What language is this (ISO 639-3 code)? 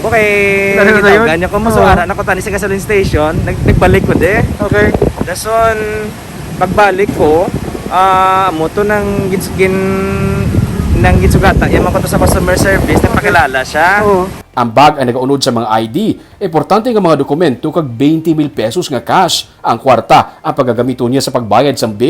hil